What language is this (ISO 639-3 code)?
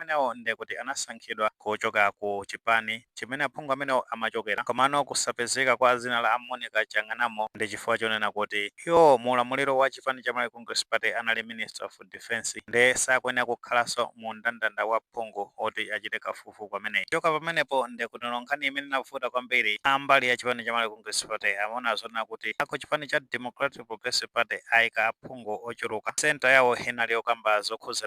nya